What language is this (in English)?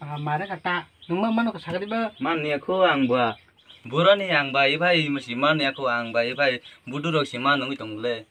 Kok Borok